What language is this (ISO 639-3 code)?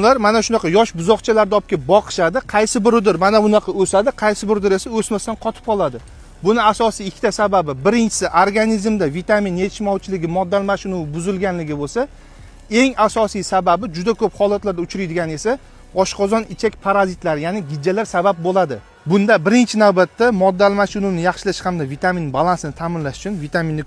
uzb